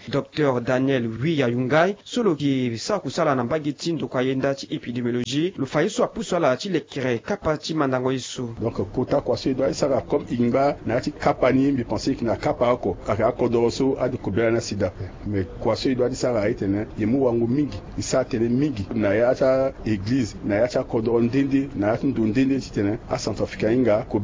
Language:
Sango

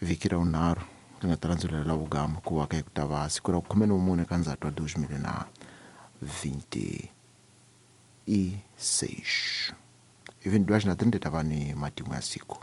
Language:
Tsonga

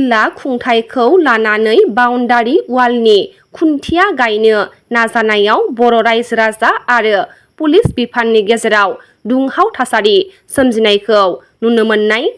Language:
Bodo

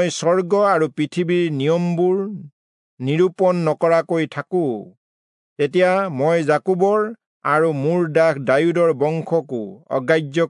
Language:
Assamese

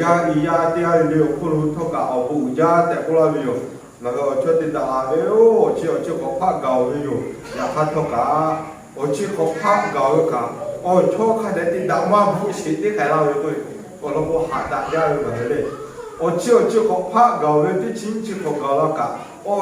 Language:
Lahu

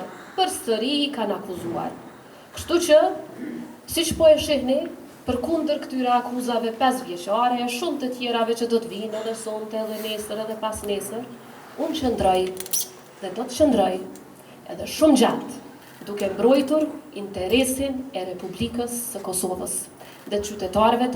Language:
Albanian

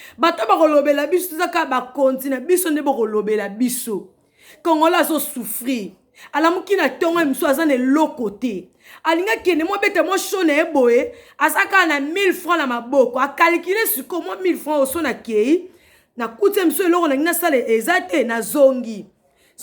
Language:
Lingala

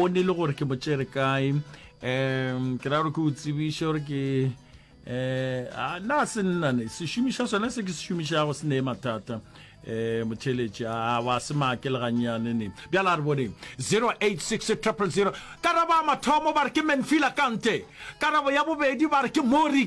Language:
Northern Sotho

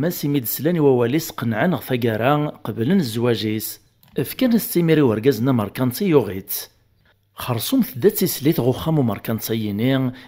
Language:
Kabyle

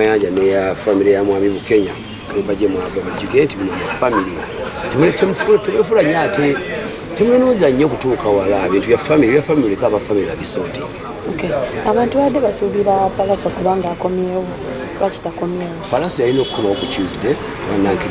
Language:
Ganda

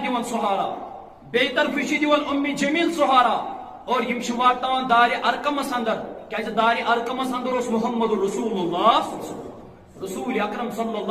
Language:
Kashmiri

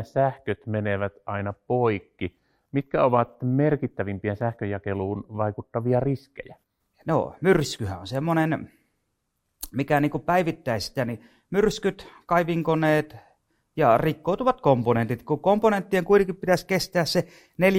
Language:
Finnish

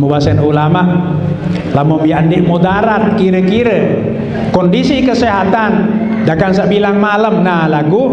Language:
Sasak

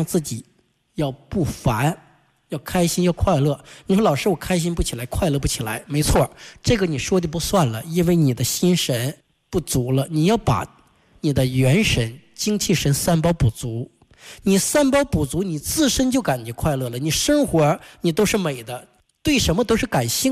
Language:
Chinese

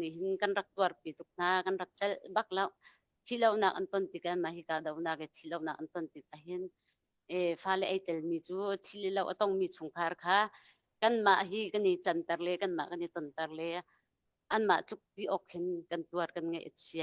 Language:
Hakha Chin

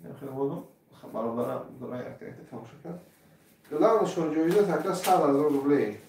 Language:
Tajik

